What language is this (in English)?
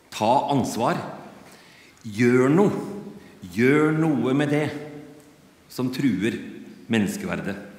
Norwegian